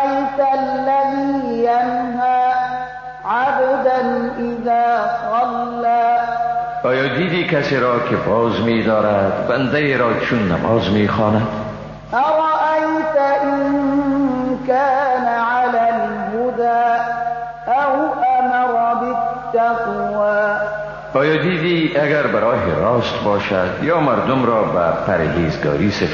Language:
Persian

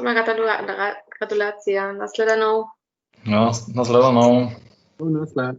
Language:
Upper Sorbian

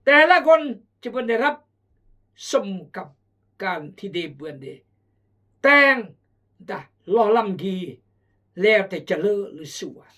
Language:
Khmu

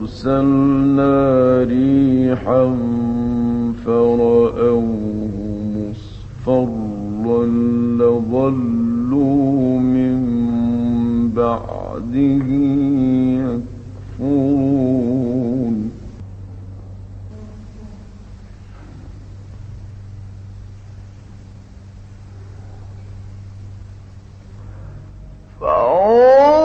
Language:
Arabic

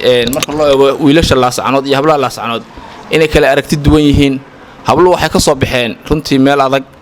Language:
Somali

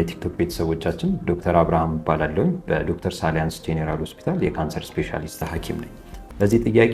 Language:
Amharic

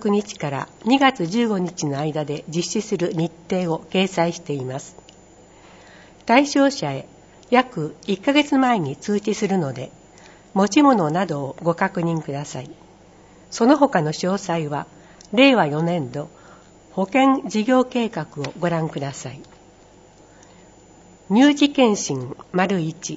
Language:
Japanese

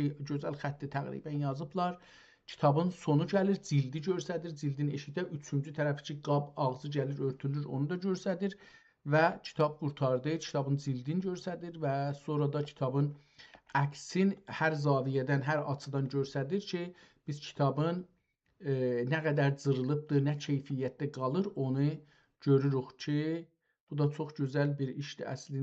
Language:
South Azerbaijani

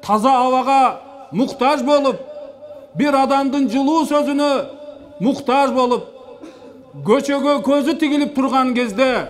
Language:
Kyrgyz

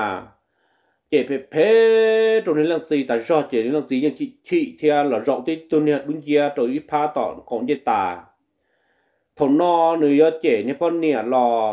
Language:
Vietnamese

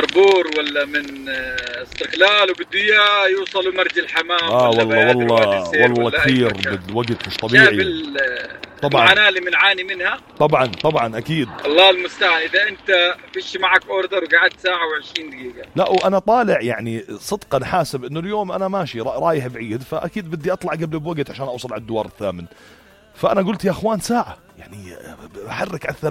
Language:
North Levantine Arabic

